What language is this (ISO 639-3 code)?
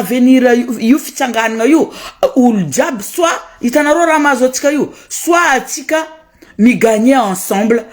mlg